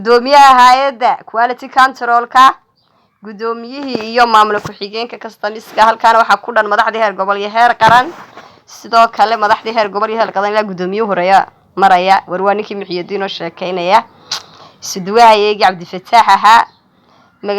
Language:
Somali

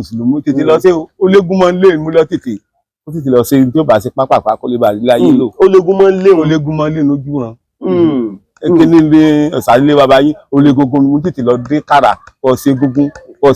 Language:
Yoruba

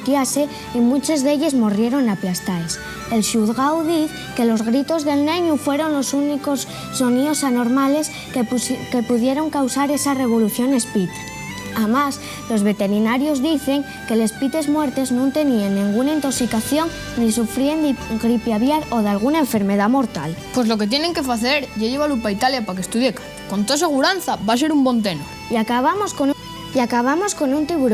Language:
Asturian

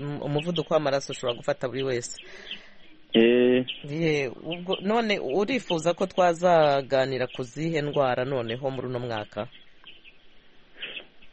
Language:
Kinyarwanda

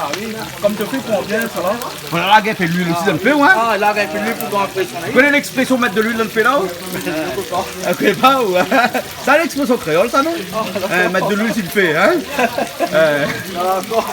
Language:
Réunion Creole French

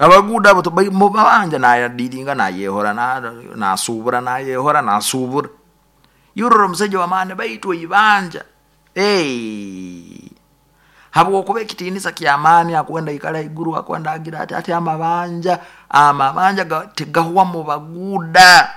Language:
Nyoro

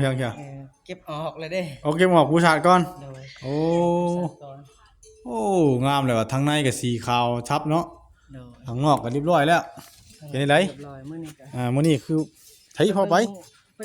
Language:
Northeastern Thai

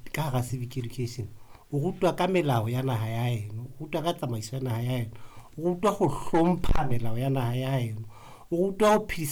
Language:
Southern Sotho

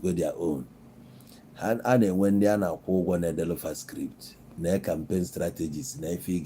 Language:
Igbo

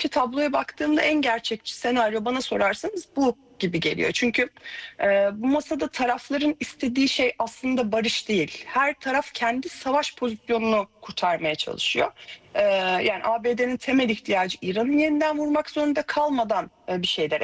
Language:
Turkish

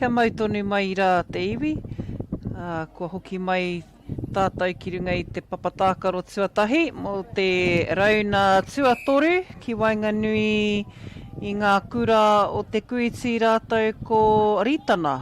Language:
Māori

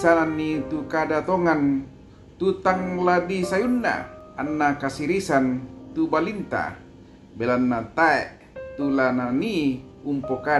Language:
Toraja-Sa'dan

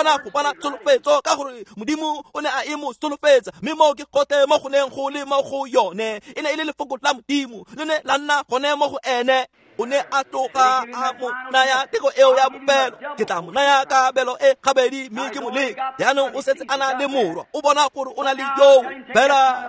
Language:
Tswana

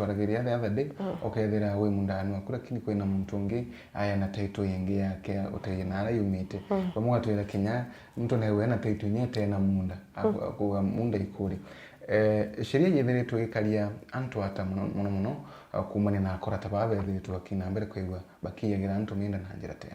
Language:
Meru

